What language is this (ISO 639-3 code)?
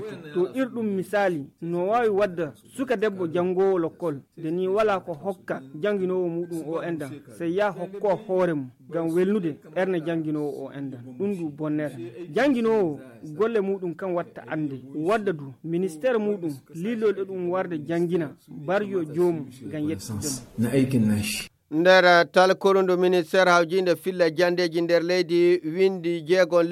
fuv